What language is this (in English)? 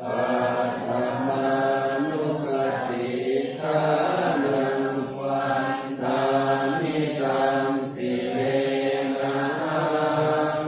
Pali